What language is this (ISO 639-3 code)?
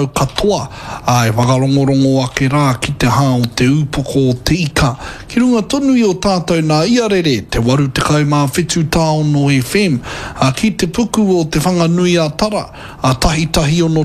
mri